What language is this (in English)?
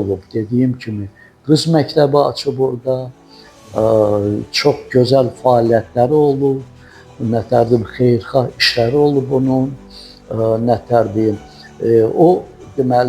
Azerbaijani